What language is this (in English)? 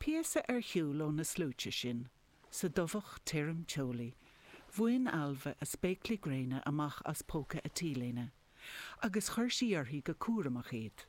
Irish